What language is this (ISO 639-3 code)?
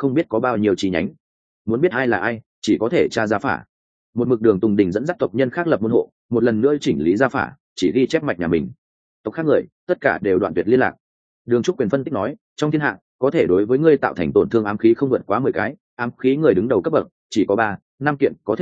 vie